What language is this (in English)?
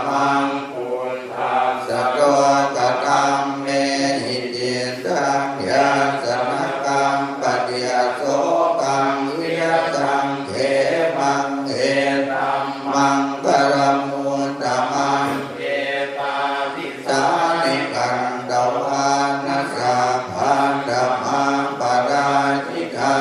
Pali